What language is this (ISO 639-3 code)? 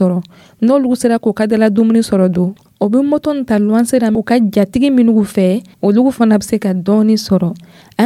dyu